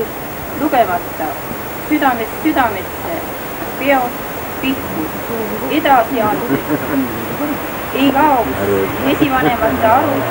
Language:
Estonian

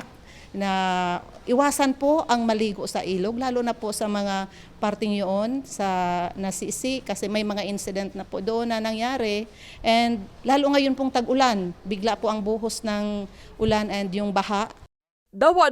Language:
Bikol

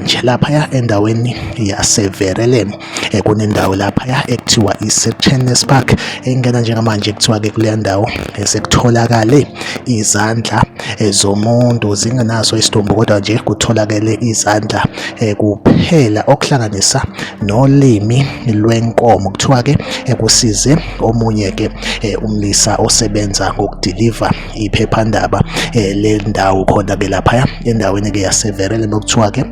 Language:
Zulu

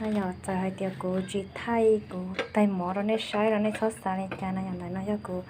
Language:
Hmong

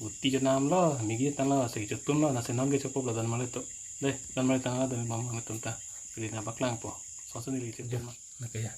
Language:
Karbi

